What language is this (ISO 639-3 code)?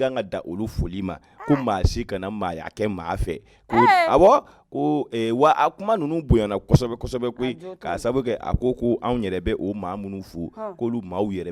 bam